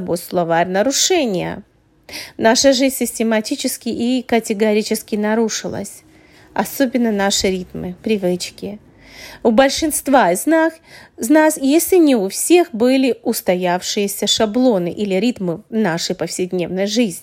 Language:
Russian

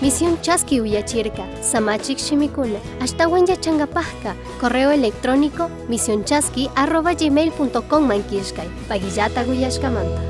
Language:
Chimborazo Highland Quichua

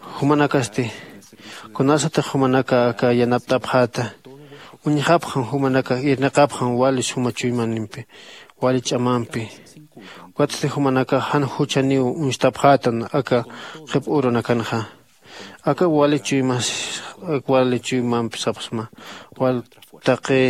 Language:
Aymara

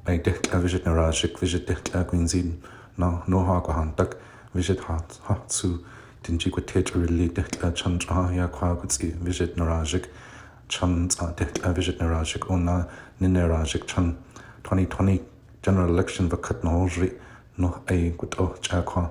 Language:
Gwichʼin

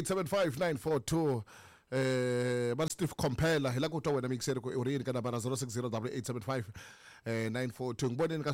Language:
Tsonga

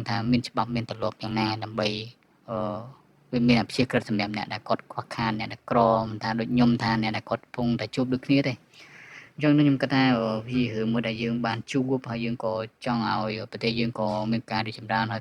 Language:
Khmer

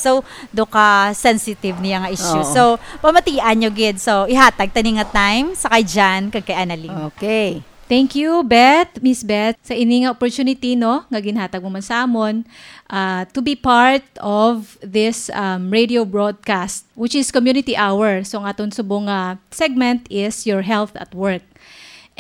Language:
Hiligaynon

